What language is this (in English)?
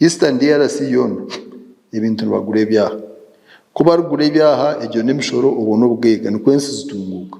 Nyankole